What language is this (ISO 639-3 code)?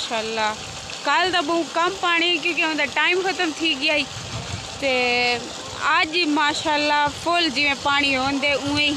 skr